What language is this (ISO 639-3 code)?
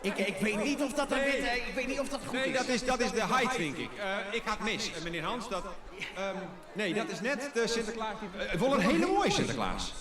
fry